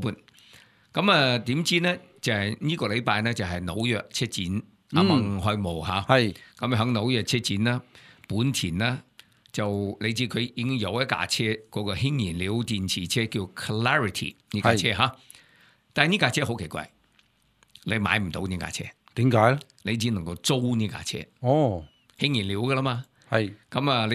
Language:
Cantonese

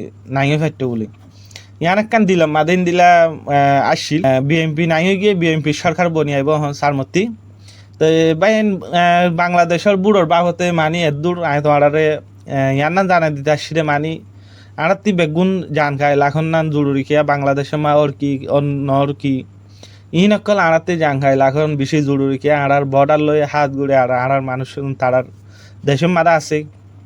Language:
Rohingya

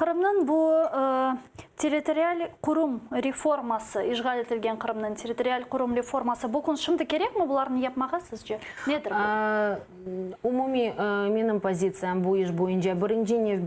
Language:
Crimean Tatar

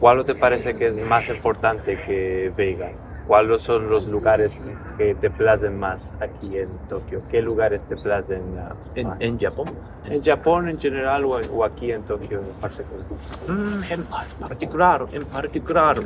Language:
Ladino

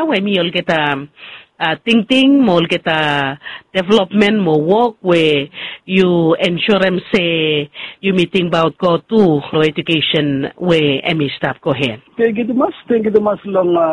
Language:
Bislama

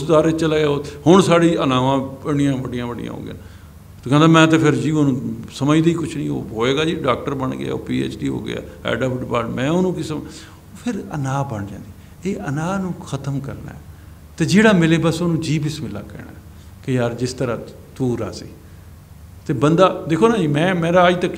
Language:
Punjabi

